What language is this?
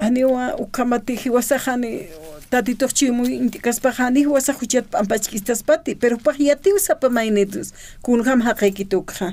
Aymara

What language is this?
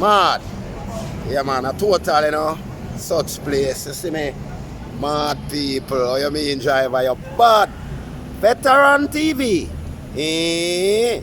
Jamaican Creole English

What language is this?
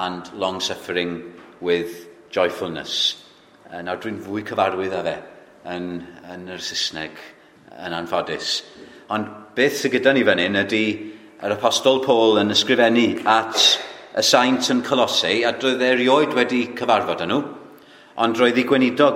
Welsh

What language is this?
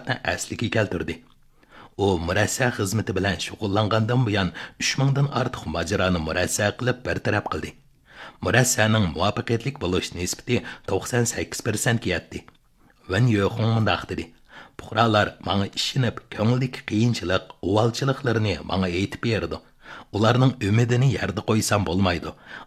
Uyghur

